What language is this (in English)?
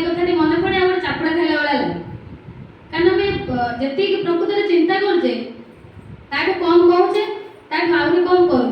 Odia